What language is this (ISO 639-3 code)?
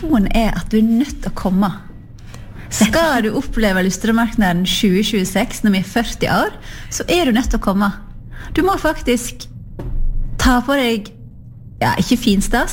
nor